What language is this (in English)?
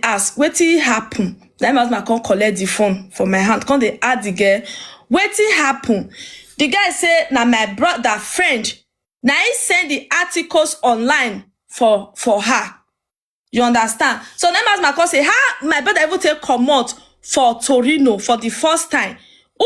Nigerian Pidgin